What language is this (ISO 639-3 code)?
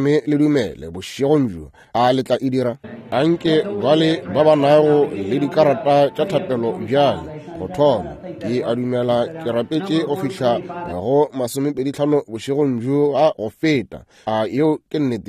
nso